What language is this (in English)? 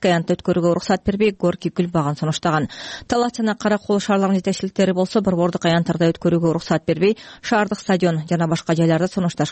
Kyrgyz